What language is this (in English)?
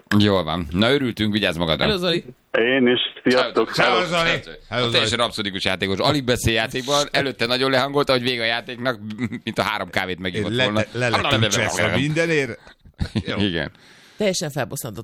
Hungarian